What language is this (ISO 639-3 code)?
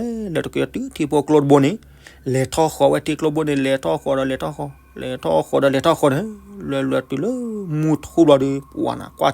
ksw